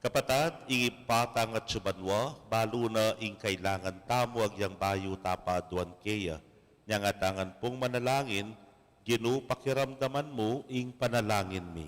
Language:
Pampanga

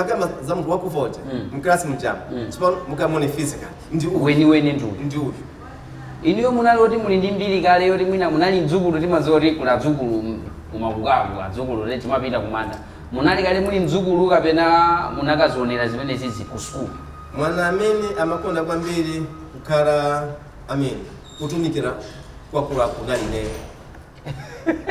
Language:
Nyanja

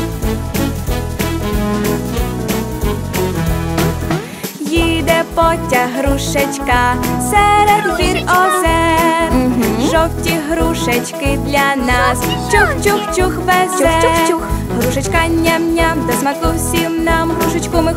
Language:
Ukrainian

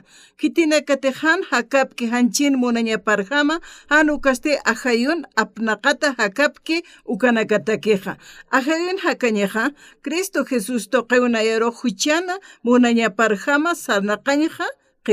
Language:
Aymara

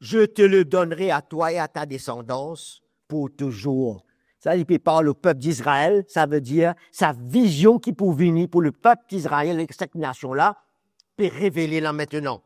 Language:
Morisyen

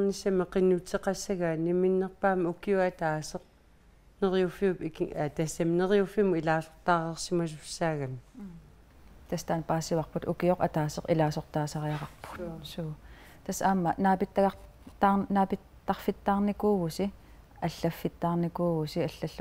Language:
Kalaallisut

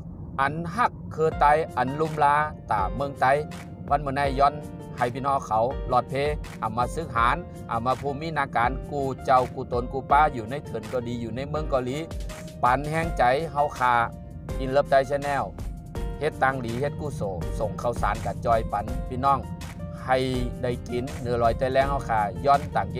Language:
Shan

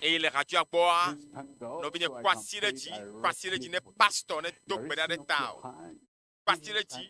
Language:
Ewe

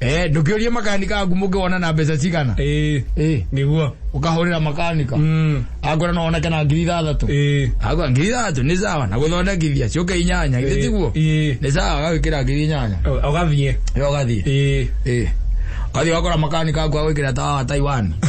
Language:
Kikuyu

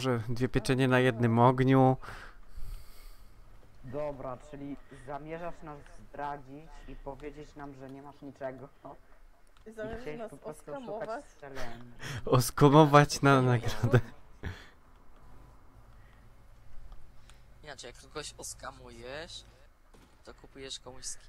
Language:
Polish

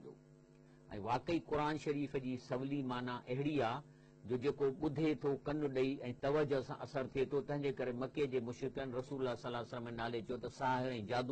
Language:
Sindhi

